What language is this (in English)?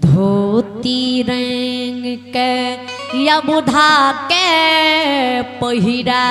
Maithili